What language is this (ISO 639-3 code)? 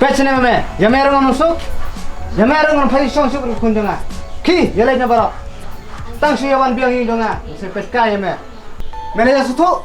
kha